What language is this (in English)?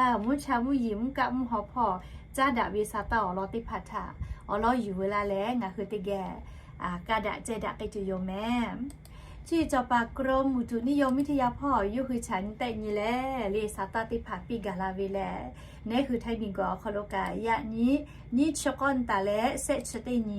Lahu